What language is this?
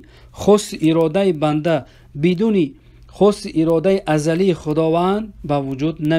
Persian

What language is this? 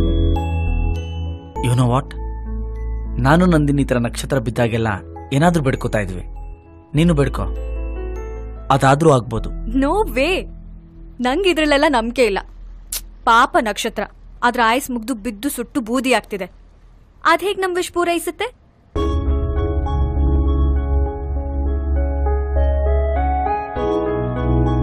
Kannada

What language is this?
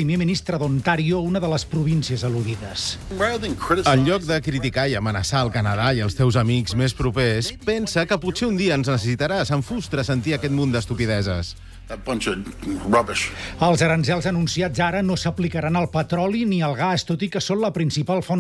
Catalan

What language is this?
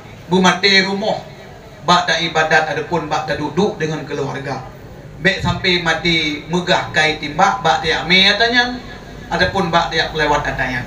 Achinese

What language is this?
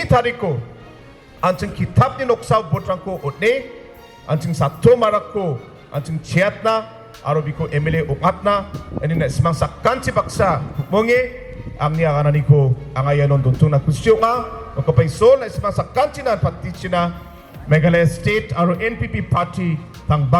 Garo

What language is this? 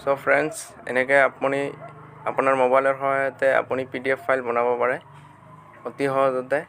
Assamese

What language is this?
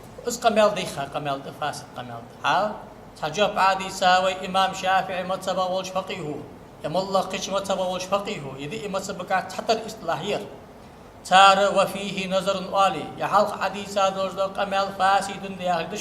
Ingush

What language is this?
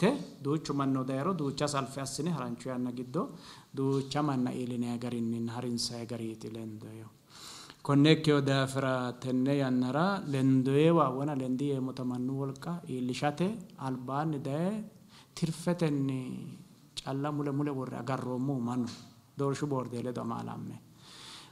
Sidamo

